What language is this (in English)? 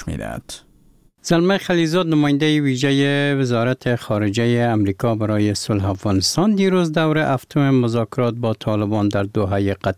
Persian